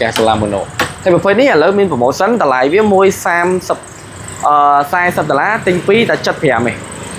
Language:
Khmer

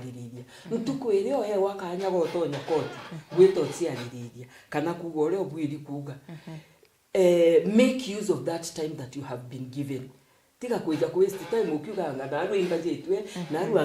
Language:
Meru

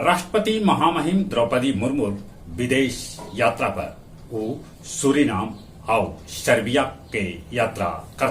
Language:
Magahi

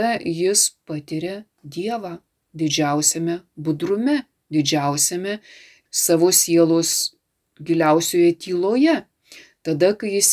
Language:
Lithuanian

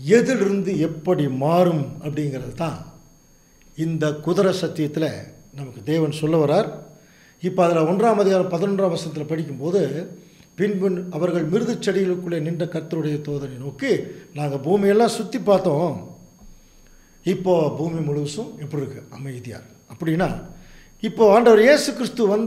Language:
Tamil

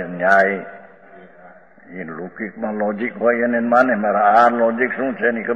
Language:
Gujarati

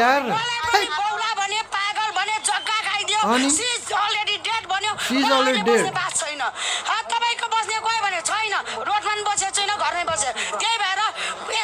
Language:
Nepali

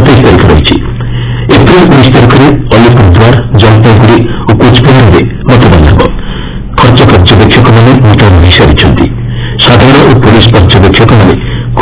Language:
Odia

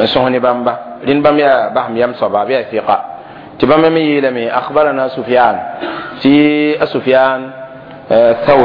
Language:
Mossi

